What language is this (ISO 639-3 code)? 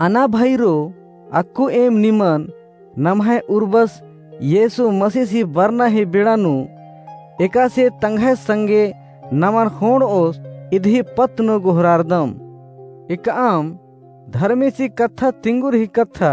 kru